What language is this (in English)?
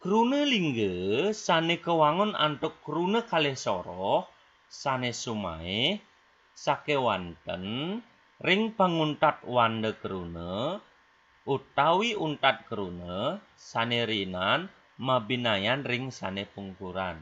Balinese